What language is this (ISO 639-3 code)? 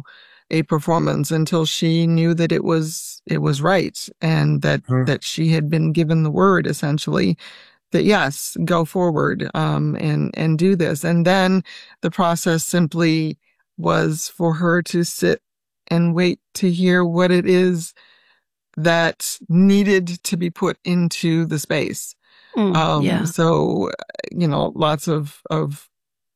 eng